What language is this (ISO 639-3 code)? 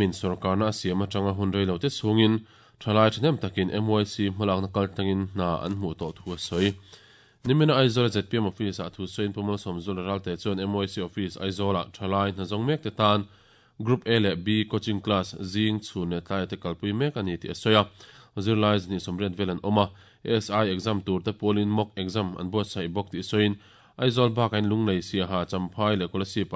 lus